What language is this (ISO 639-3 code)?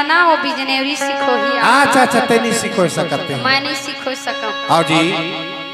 hne